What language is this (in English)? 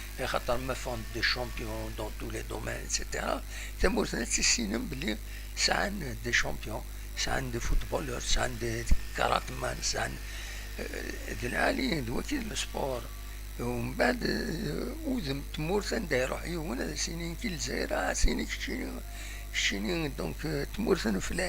Kabyle